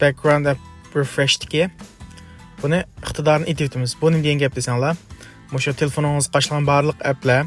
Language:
Uyghur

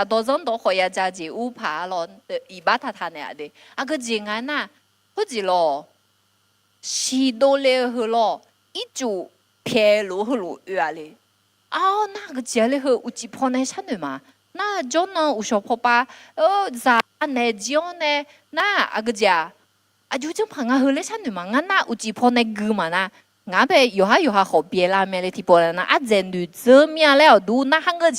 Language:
Akha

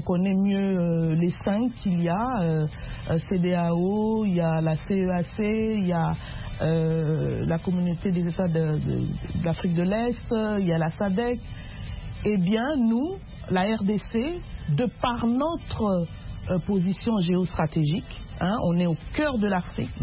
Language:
French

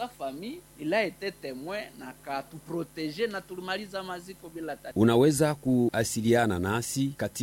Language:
Swahili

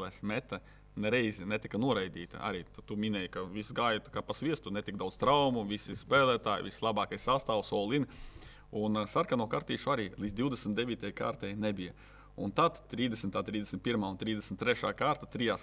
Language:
Latvian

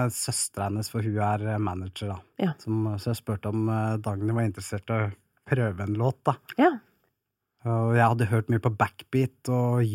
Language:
Norwegian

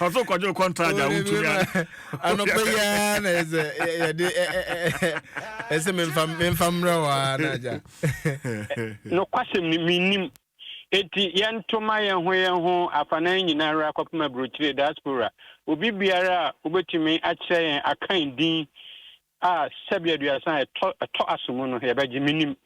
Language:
Akan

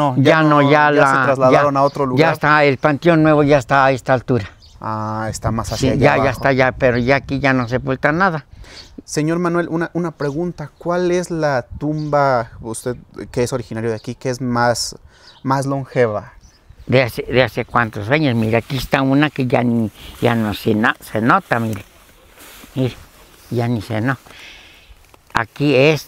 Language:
Spanish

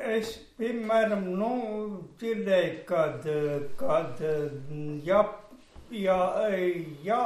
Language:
Latvian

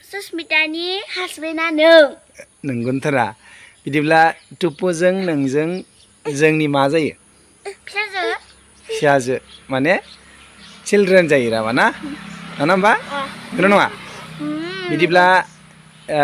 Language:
Bodo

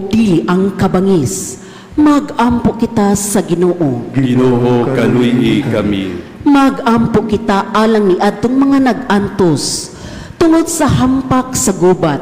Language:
Cebuano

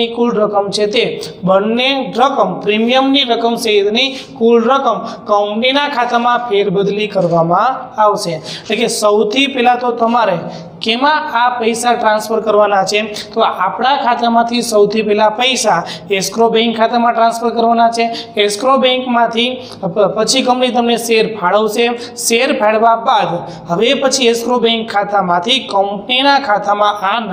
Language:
Gujarati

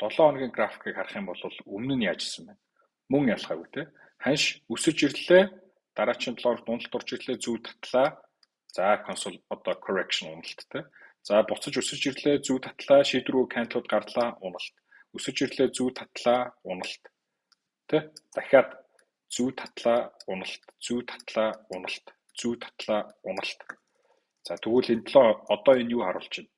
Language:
Mongolian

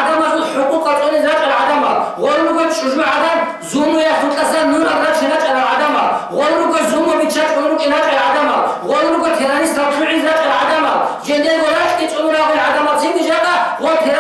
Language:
Avaric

